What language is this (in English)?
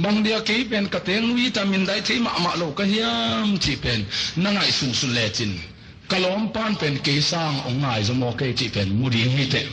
Tedim Chin